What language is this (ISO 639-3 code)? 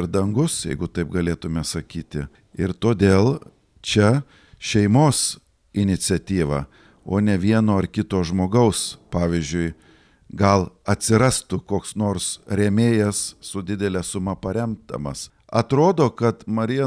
lit